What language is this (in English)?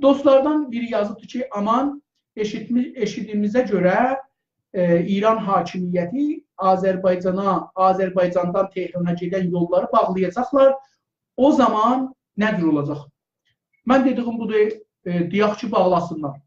South Azerbaijani